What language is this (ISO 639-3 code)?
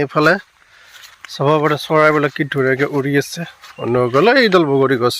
asm